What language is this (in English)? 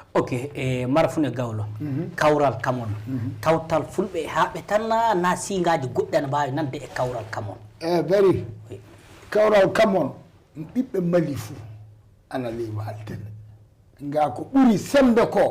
Fula